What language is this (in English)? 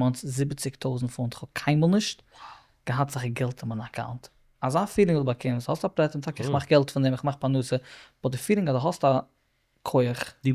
Yiddish